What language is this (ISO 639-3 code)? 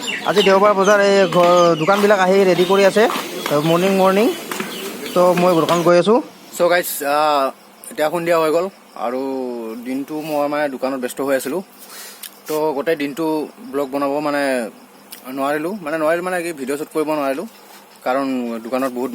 asm